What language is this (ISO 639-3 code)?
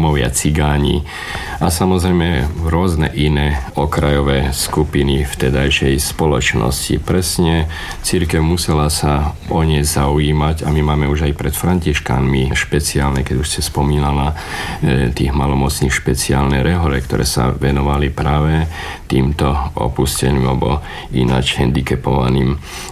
slk